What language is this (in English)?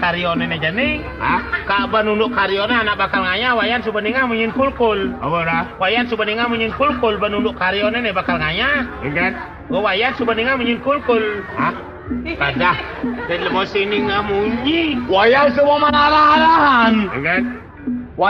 Balinese